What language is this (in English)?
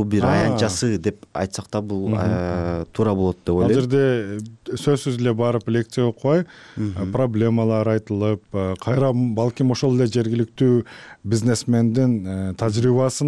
Kyrgyz